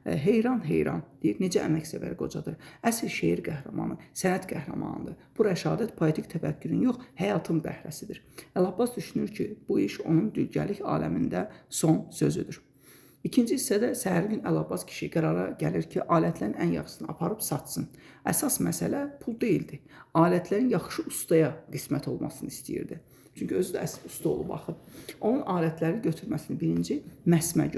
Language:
Azerbaijani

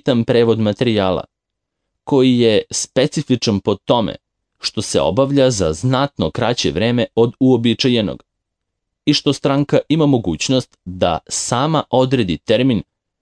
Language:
Serbian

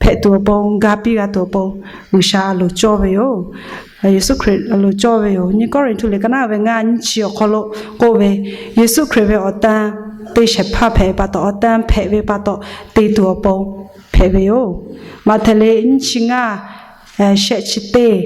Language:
Lahu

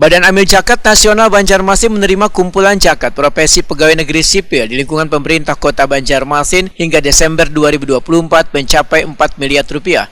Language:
Banjar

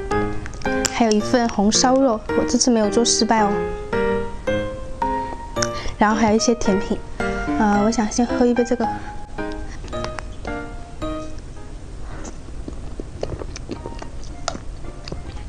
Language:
Chinese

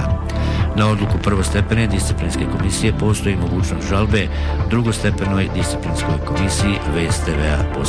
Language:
Bosnian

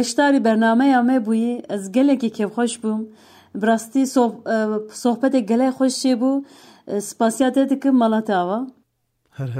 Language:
Kurdish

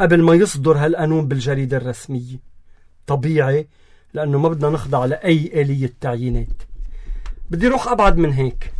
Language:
North Levantine Arabic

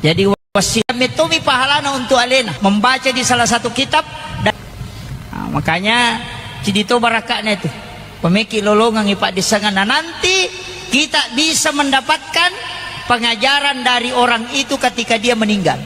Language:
Buginese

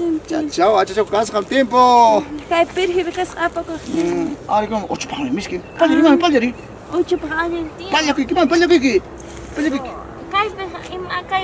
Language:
Ayacucho Quechua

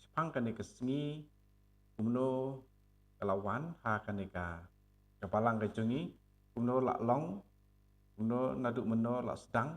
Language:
Khasi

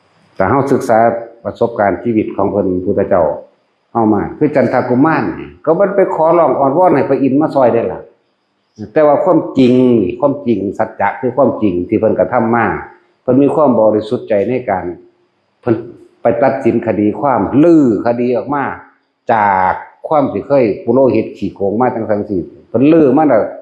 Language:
Northeastern Thai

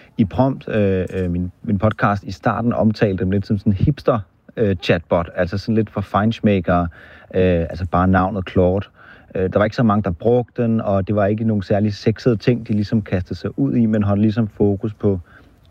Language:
Danish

